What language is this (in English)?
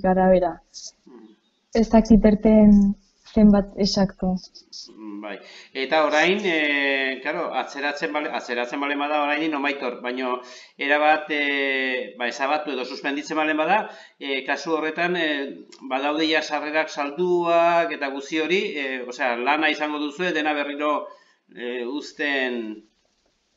Basque